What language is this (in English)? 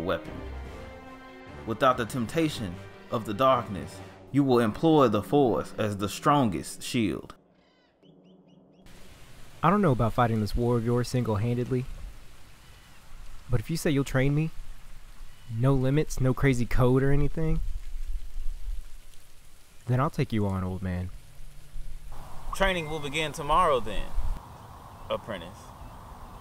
English